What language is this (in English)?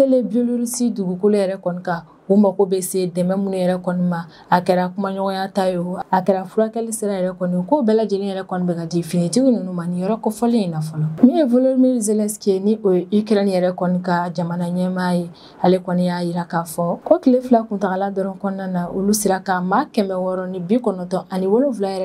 Bambara